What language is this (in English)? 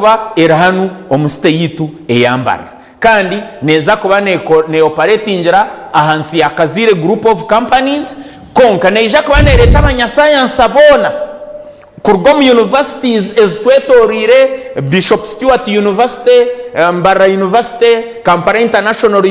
Nyankole